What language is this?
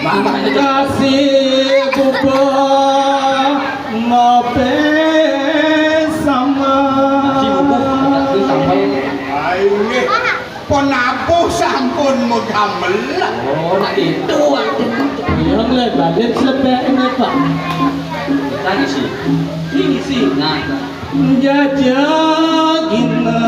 Balinese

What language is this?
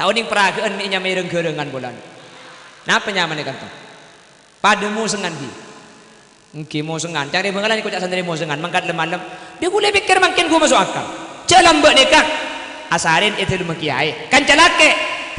Madurese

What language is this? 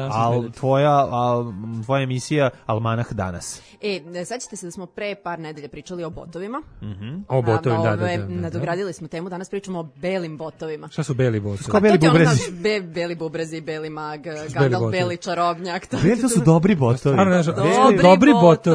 Serbian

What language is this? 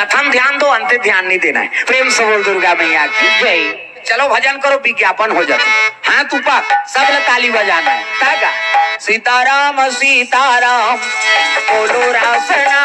Chhattisgarhi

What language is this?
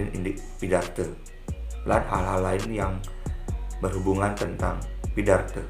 Balinese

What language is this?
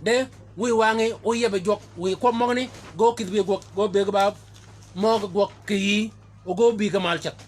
Shilluk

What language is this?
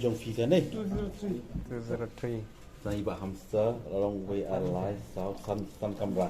Khasi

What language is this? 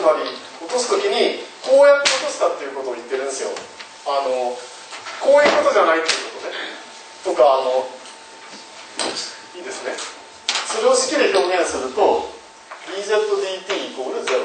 Japanese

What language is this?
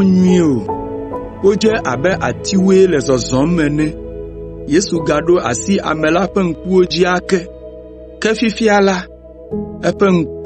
Ewe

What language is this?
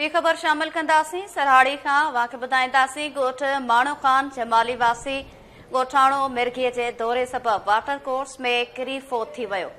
Sindhi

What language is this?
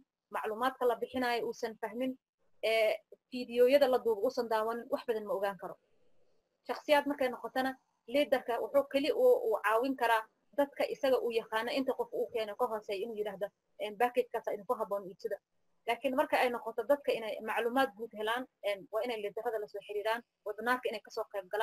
Somali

